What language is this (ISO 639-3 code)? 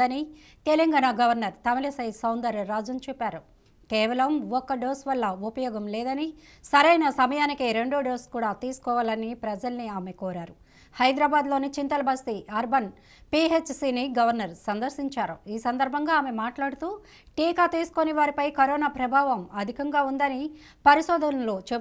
tel